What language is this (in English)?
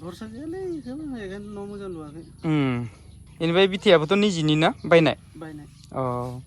Bodo